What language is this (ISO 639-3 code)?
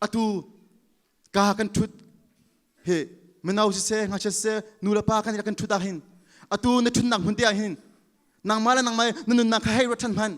cnh